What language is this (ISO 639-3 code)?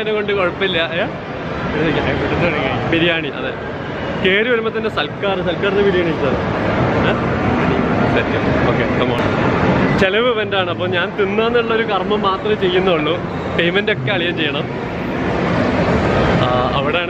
mal